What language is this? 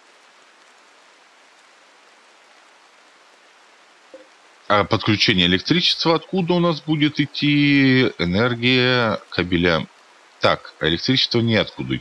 Russian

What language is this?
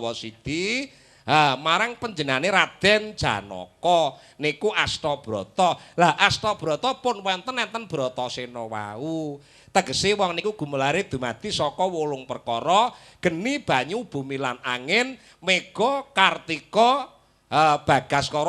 Javanese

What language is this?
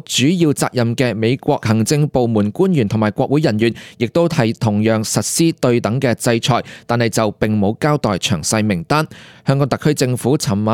Cantonese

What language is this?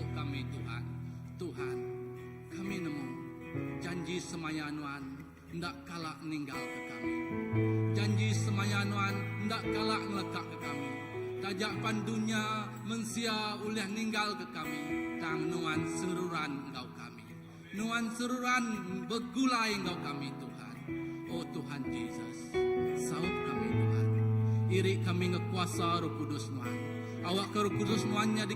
Iban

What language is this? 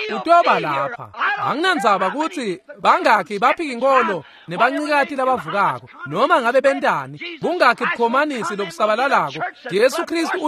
Swati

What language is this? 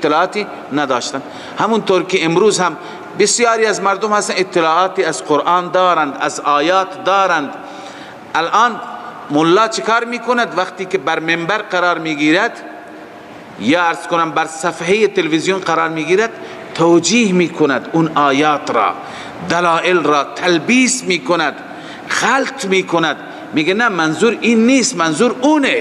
Persian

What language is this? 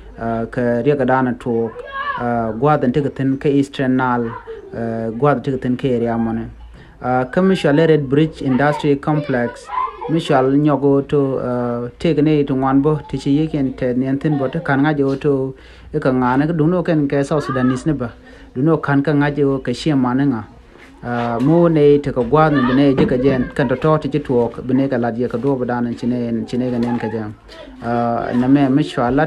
Nuer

